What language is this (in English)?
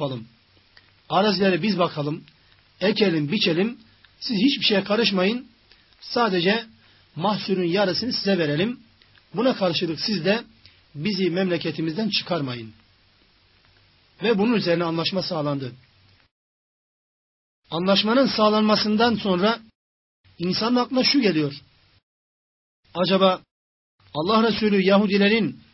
Turkish